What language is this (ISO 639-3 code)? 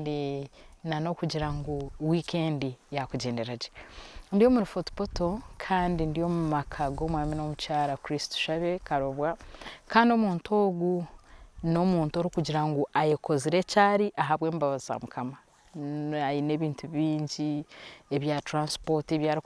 nyn